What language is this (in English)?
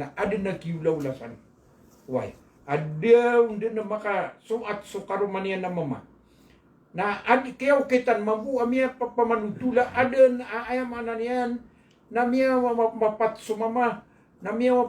Maranao